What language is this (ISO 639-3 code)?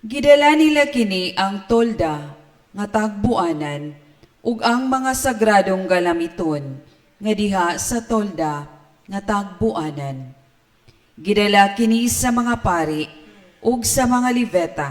ceb